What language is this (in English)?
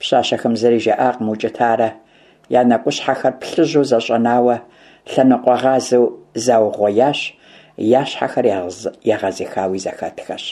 Kabardian